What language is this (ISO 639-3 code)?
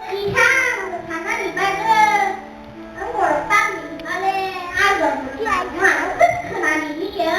trp